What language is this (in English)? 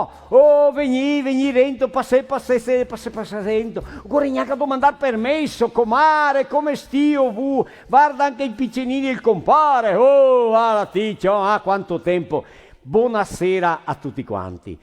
Venetian